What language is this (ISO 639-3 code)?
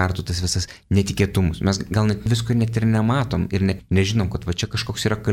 lit